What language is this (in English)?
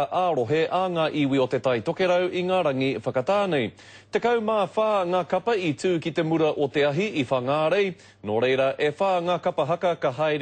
Māori